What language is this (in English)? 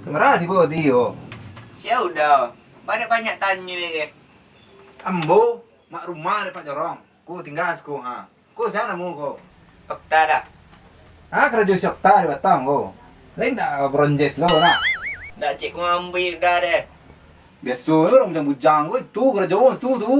Minangkabau